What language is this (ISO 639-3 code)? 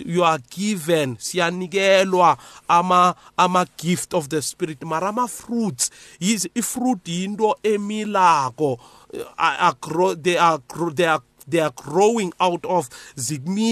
nbl